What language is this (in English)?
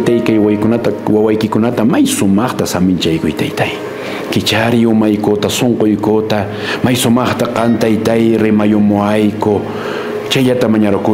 Quechua